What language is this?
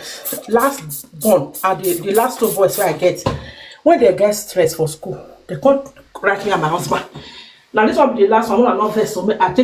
Nigerian Pidgin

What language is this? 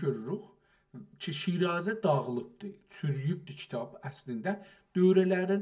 South Azerbaijani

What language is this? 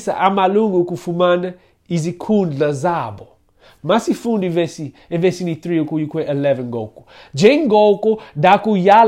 Xhosa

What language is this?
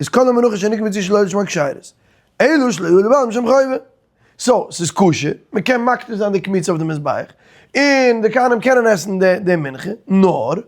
Yiddish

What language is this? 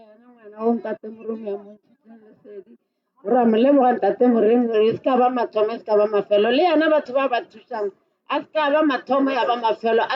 Northern Sotho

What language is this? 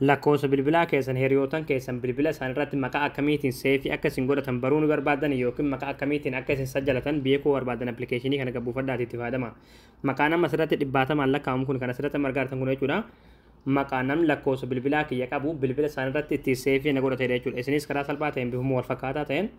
Oromo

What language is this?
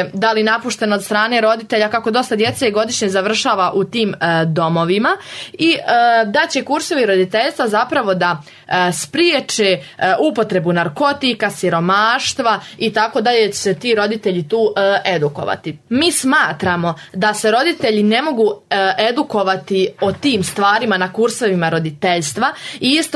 Serbian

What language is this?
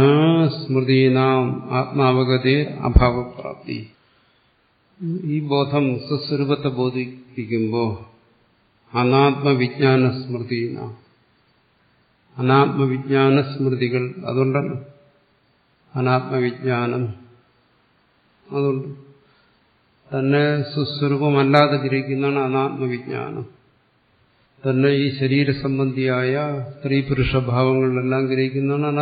Malayalam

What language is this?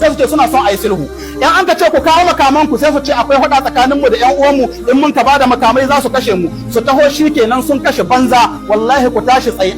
Hausa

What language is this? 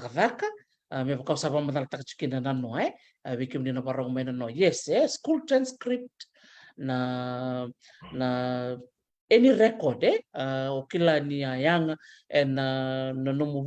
Fijian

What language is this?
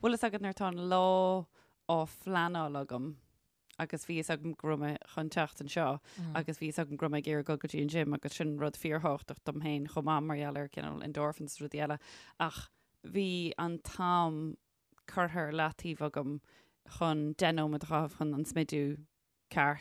Irish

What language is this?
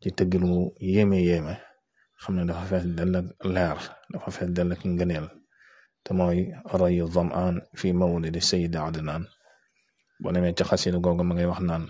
Wolof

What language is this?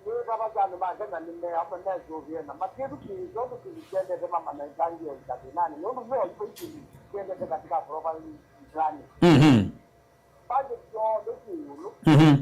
Kamba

